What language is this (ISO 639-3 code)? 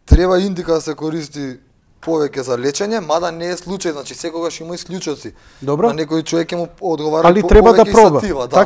mkd